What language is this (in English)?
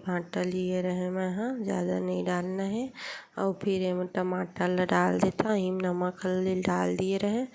Chhattisgarhi